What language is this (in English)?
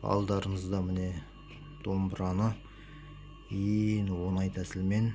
Kazakh